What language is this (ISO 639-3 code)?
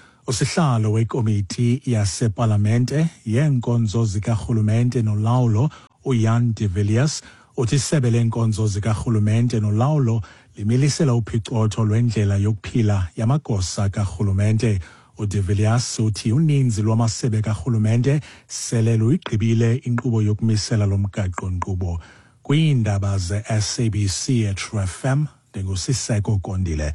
xho